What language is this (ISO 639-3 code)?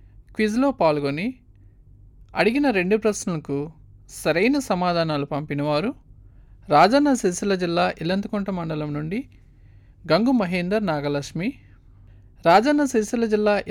tel